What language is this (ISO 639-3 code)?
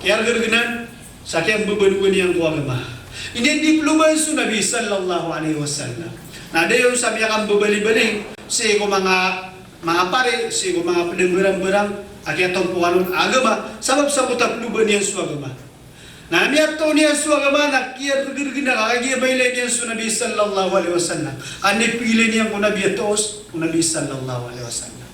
mrw